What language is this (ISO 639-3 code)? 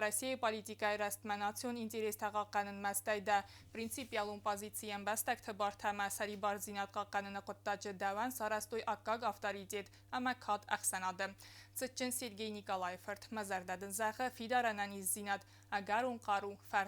oss